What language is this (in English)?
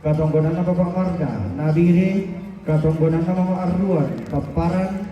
Toraja-Sa'dan